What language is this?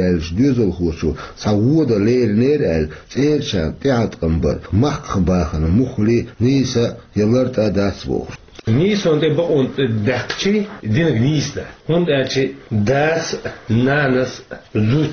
Chechen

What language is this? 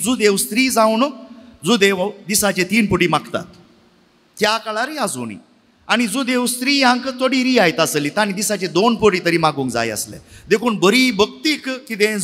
Konkani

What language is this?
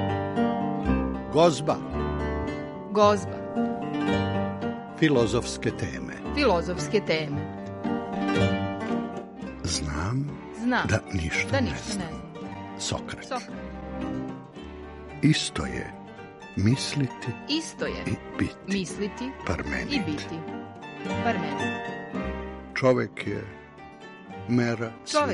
Serbian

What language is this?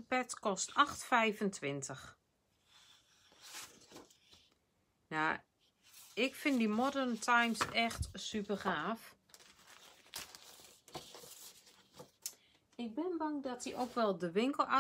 Dutch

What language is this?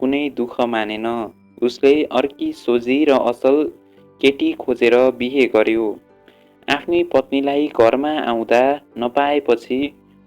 Nepali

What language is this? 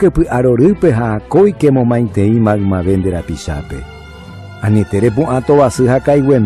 Guarani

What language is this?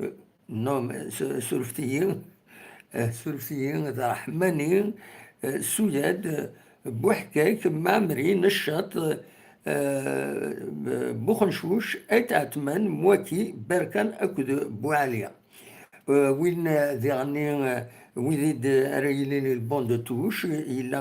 Kabyle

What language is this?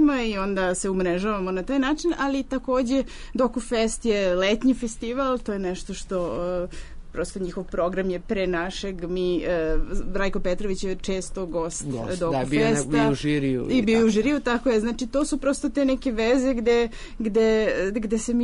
Serbian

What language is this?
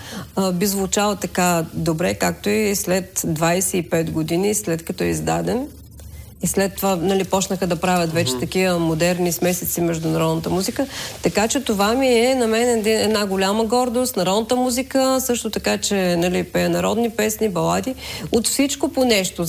Bulgarian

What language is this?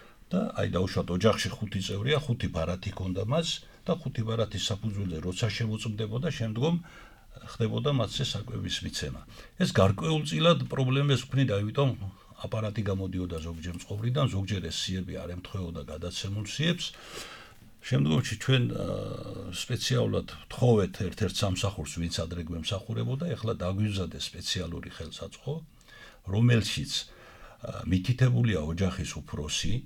Georgian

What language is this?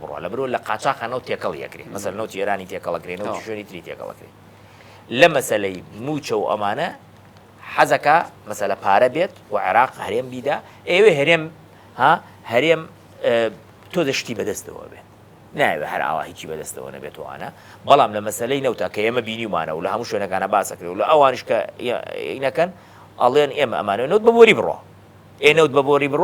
Central Kurdish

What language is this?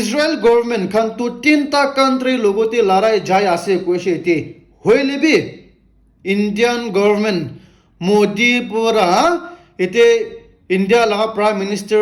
Naga Pidgin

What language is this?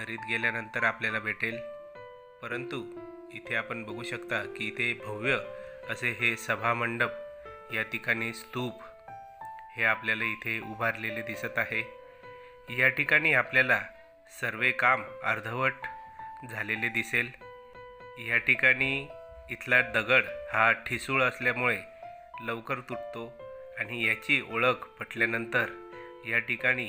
Marathi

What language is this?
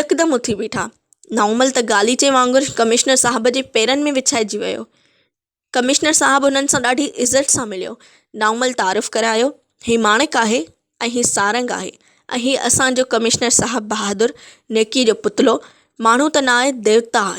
Sindhi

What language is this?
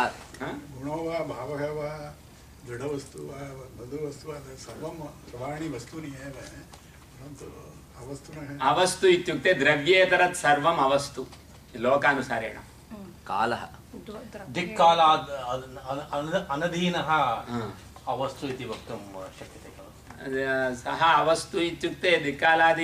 Sanskrit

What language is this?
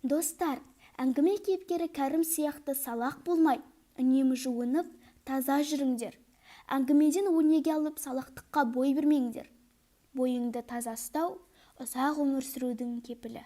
Kazakh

